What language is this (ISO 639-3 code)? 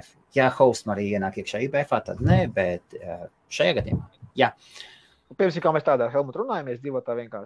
lav